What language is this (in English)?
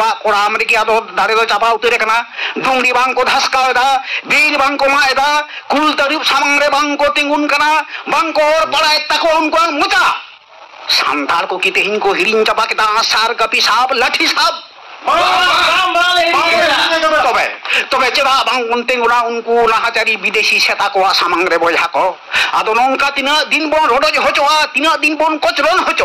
Santali